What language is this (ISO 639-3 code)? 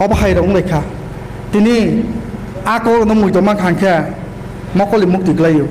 ria